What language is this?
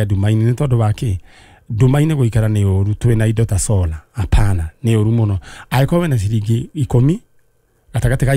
Kikuyu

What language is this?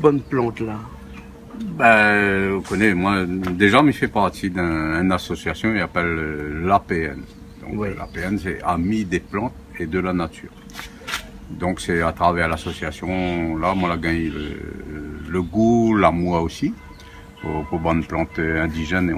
Réunion Creole French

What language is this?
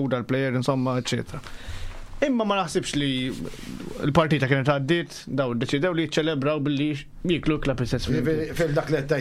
Maltese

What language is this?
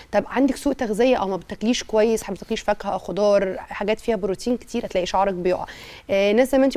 Egyptian Arabic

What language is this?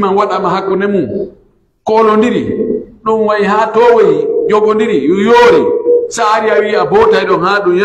Pular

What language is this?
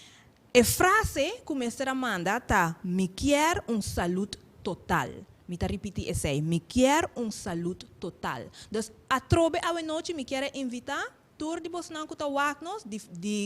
Papiamento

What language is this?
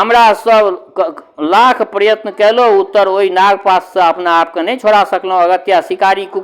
Maithili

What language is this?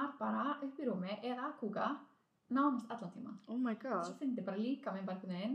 Icelandic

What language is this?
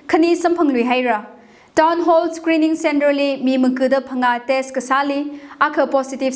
Tangkhul Naga (India)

